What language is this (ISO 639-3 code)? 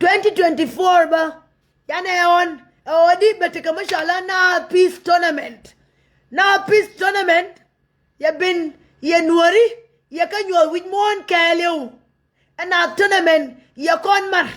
nus